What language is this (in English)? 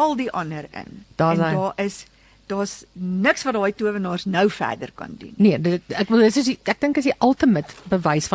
Afrikaans